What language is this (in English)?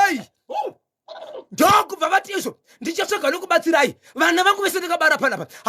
Shona